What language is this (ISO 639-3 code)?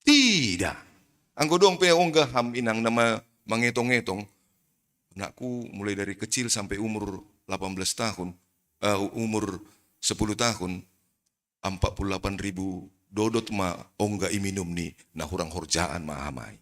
bts